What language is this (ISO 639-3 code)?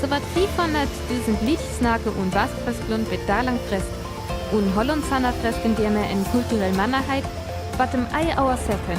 frr